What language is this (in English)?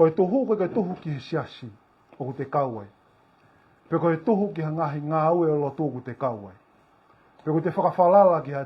Tongan